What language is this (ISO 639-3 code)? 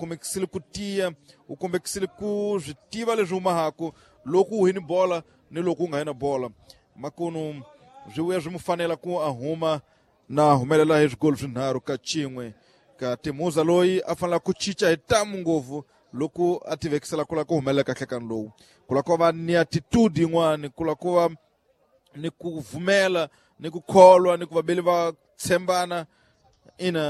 tso